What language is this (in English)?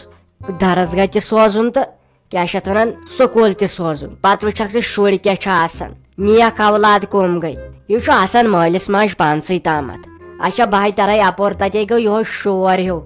Kashmiri